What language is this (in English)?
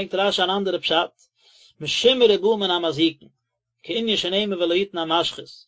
Yiddish